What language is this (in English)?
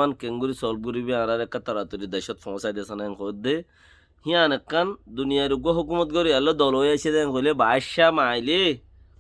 Rohingya